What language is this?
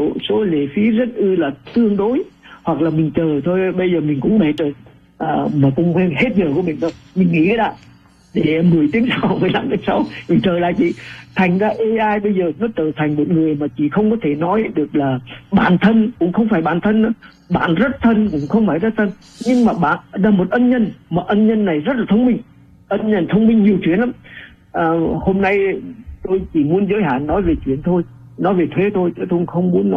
Vietnamese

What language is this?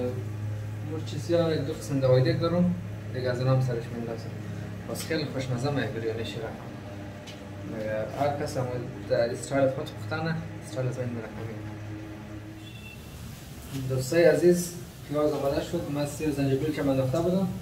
Persian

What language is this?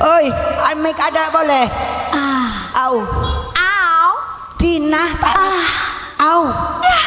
Madurese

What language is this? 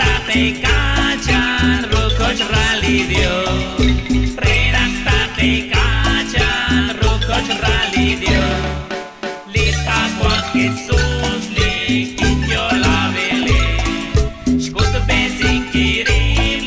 Kekchí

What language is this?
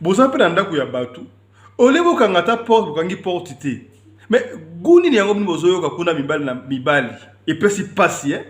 Lingala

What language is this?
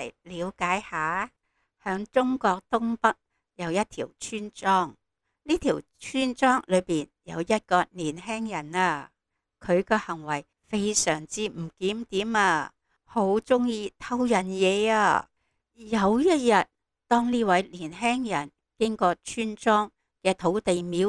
Cantonese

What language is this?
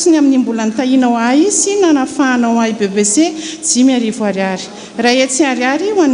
Malagasy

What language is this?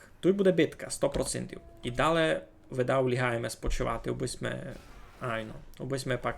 Rusyn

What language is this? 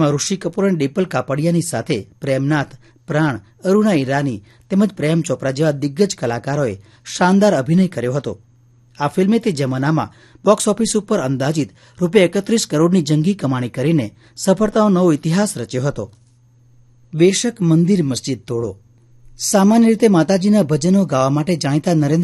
Gujarati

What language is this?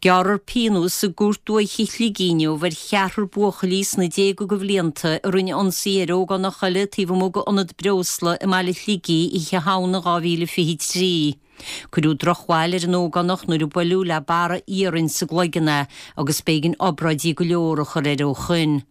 Irish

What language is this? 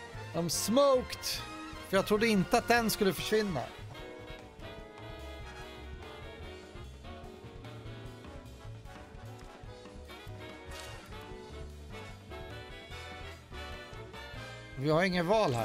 Swedish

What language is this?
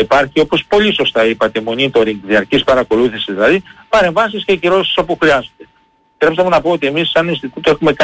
Greek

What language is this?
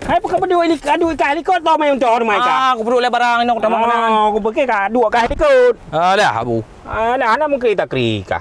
Achinese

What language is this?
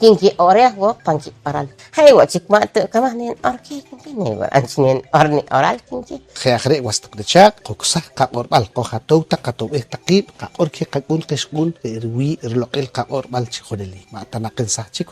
Poqomchi'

